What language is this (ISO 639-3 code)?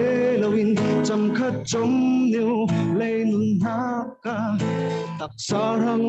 cfm